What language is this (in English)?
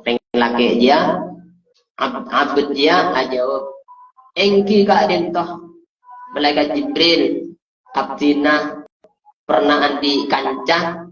Madurese